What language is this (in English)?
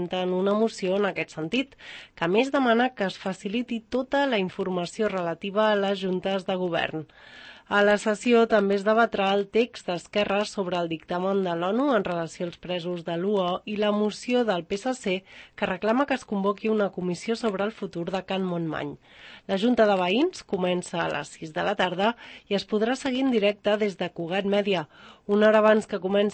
Catalan